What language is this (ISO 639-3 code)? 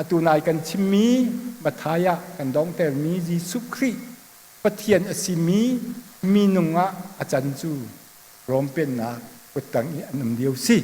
cnh